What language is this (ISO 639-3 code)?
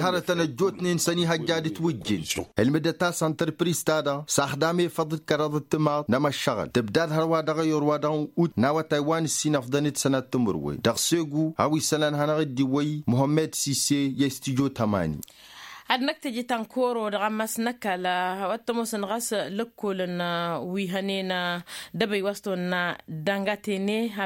taq